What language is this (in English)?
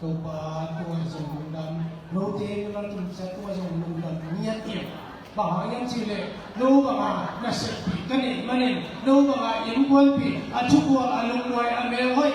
Tedim Chin